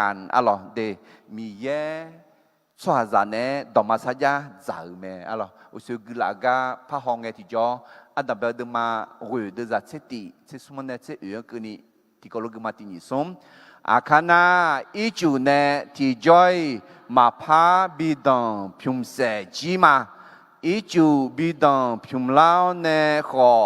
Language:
Akha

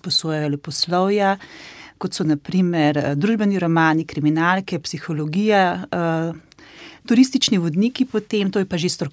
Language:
Slovenian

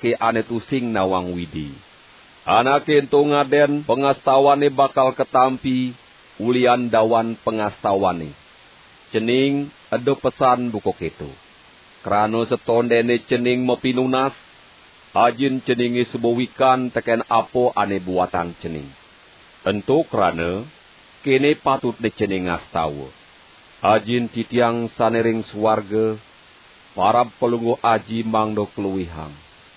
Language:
Balinese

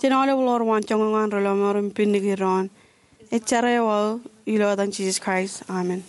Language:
Marshallese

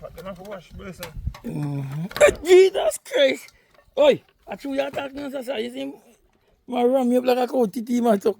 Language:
Jamaican Creole English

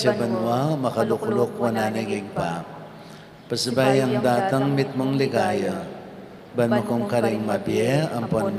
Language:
Pampanga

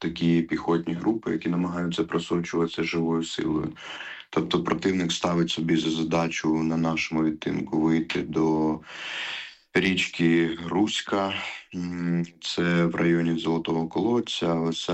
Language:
Ukrainian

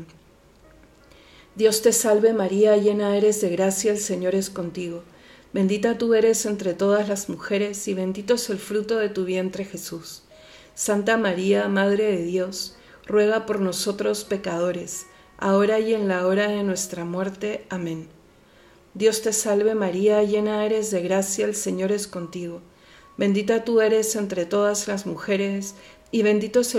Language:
Spanish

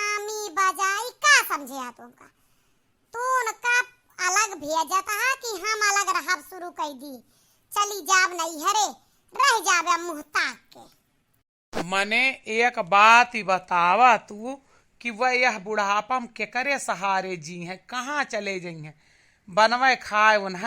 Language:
Awadhi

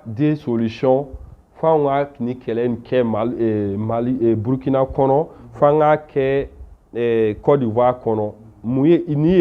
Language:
Bambara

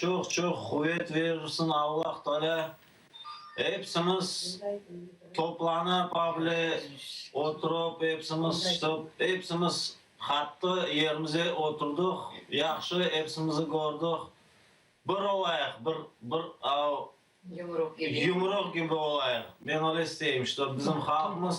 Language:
Crimean Tatar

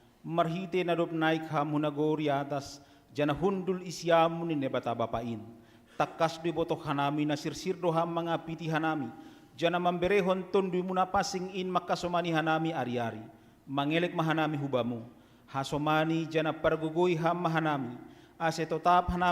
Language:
Batak Simalungun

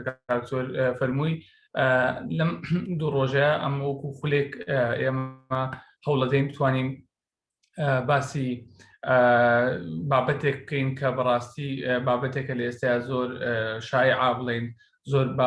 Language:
Central Kurdish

